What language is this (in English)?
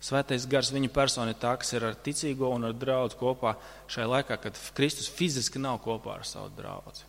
Latvian